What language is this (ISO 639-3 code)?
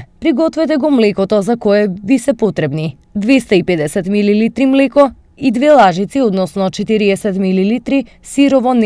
mkd